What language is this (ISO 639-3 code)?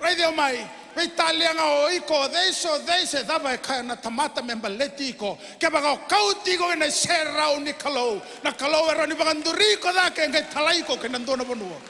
fij